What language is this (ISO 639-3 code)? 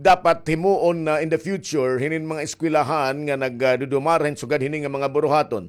war